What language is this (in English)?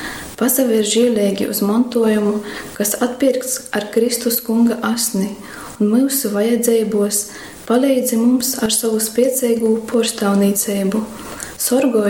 Latgalian